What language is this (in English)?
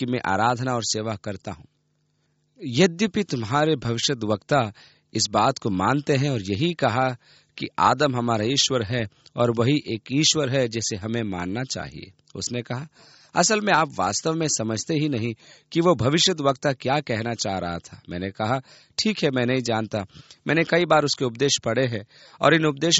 Hindi